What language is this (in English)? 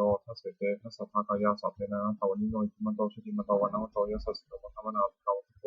Pali